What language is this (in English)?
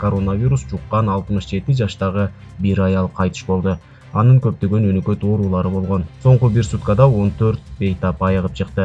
Kyrgyz